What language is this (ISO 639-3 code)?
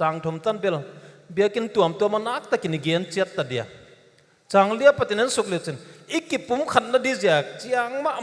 pck